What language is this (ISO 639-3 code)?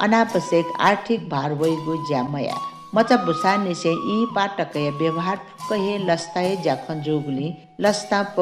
new